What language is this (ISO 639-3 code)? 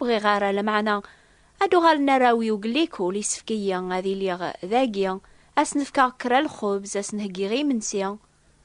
kab